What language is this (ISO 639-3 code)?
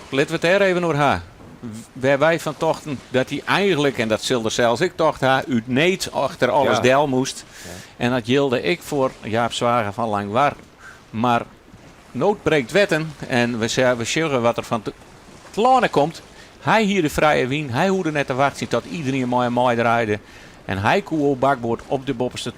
fry